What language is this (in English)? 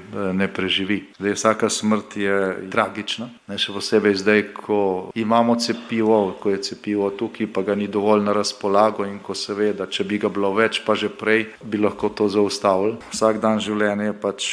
Slovenian